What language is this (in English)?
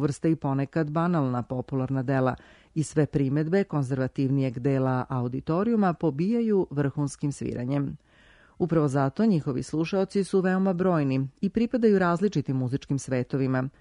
Serbian